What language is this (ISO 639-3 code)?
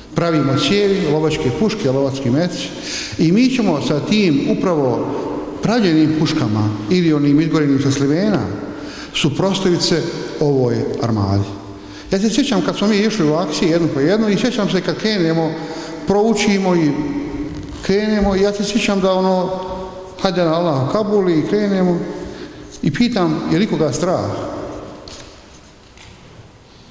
bos